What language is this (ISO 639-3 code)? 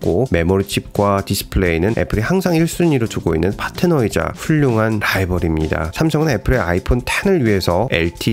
kor